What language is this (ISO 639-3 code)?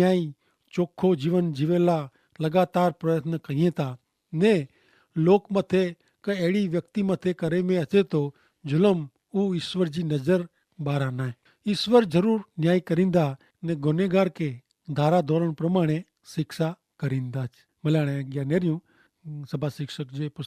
kfr